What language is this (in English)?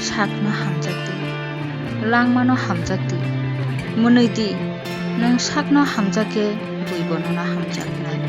Kok Borok